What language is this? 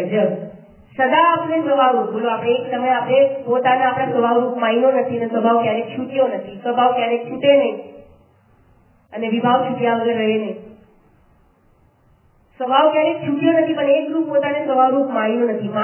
Gujarati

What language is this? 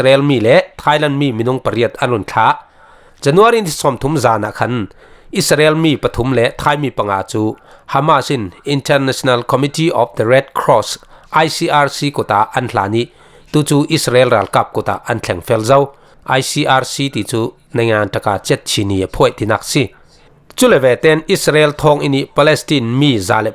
Falam Chin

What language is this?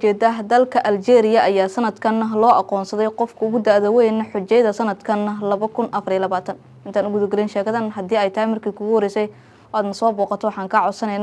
Somali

